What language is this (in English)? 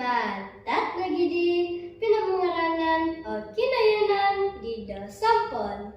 Central Dusun